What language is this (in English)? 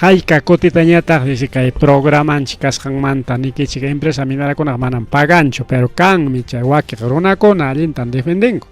Ayacucho Quechua